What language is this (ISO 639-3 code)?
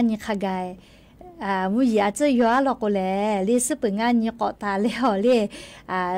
lhu